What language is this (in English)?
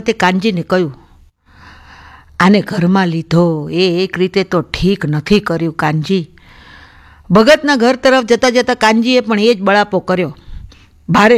Gujarati